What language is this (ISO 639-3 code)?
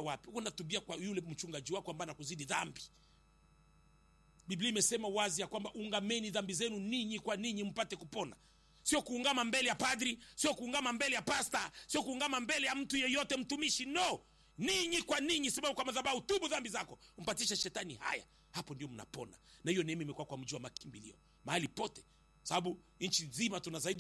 swa